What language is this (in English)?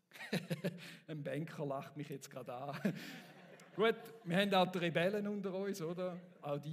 Swiss German